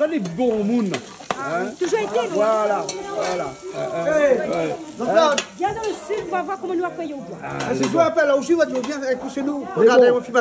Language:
Réunion Creole French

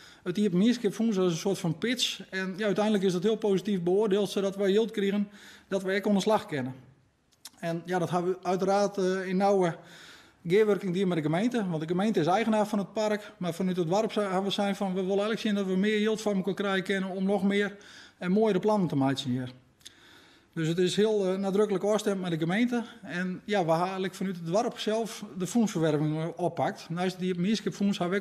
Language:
Western Frisian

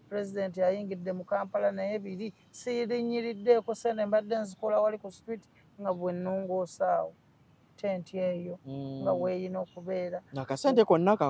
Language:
Ganda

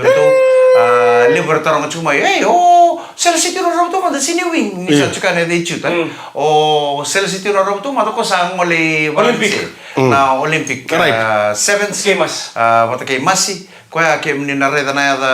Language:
Fijian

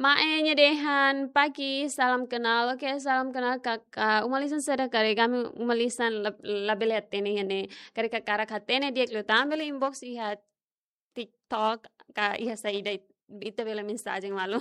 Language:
Tetum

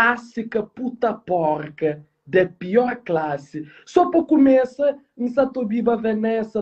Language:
Kabuverdianu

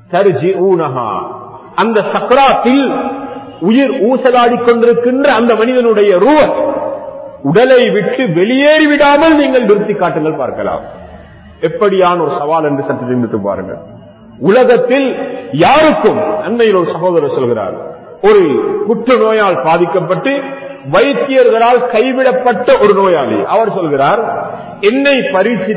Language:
Tamil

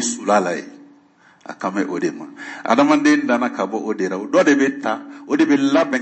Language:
Bambara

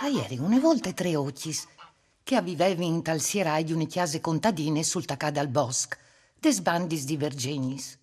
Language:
Friulian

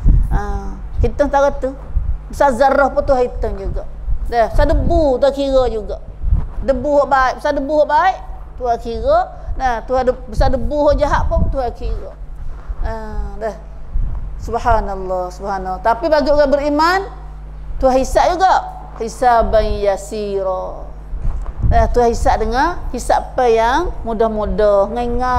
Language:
Malay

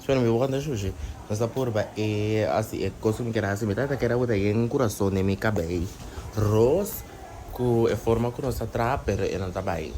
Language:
Papiamento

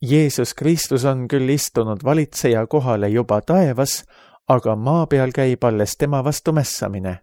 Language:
Estonian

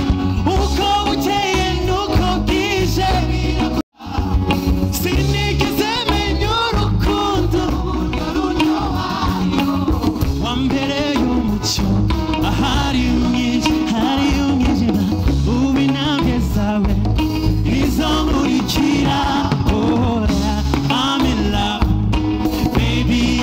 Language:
Kinyarwanda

